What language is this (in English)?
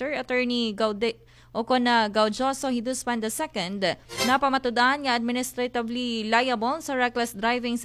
Aklanon